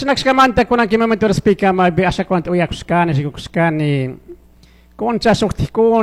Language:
Chimborazo Highland Quichua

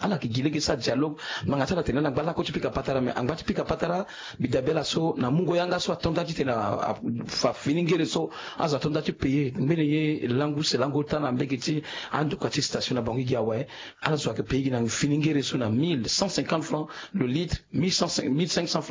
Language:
Sango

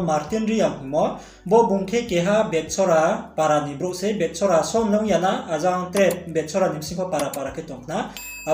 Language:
Riang (India)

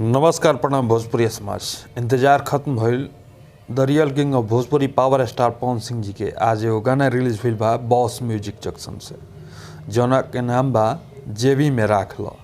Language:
Bhojpuri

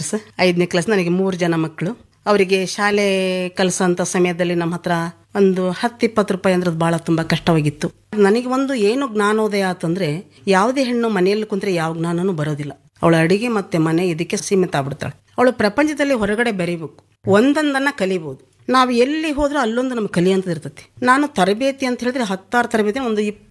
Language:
Kannada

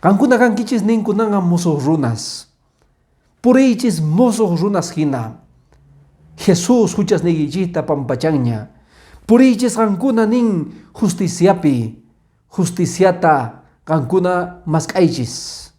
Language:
Quechua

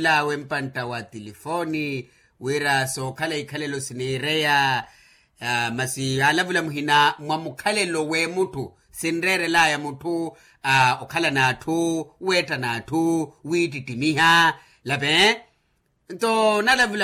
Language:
Makhuwa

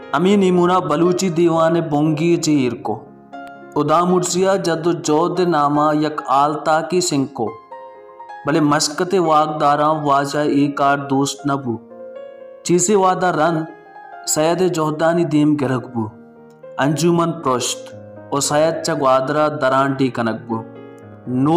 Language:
Baluchi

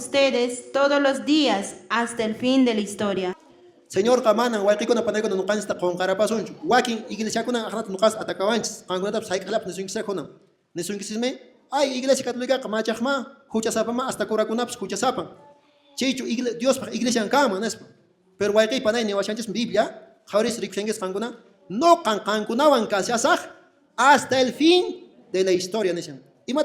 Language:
Quechua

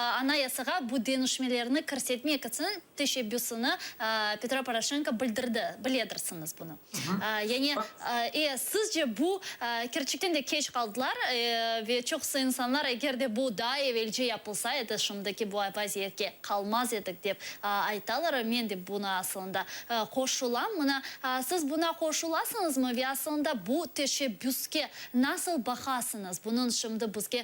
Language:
Crimean Tatar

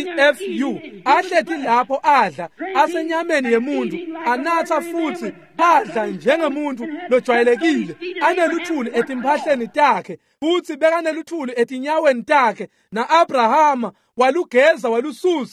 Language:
Swati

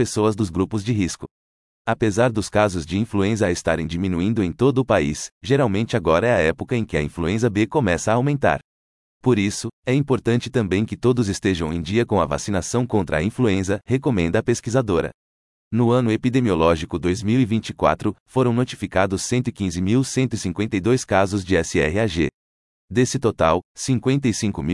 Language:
Portuguese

